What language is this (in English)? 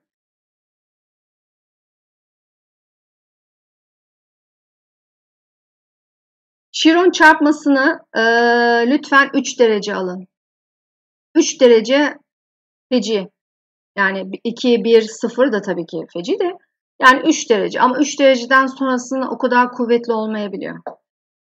Turkish